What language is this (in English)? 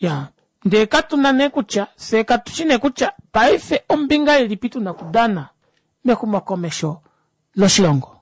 Kuanyama